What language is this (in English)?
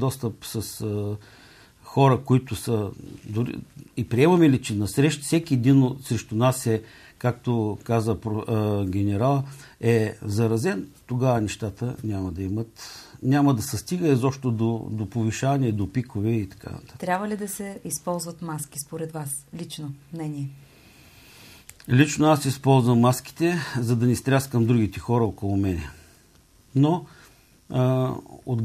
Bulgarian